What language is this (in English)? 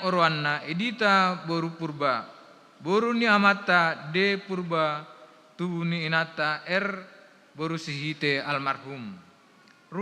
Batak Toba